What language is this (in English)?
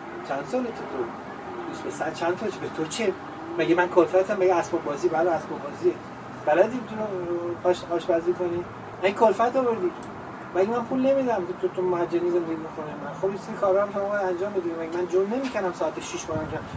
Persian